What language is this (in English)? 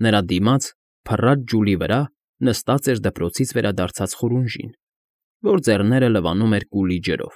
Armenian